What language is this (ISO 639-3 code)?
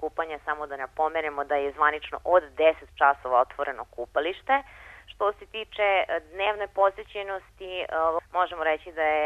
srp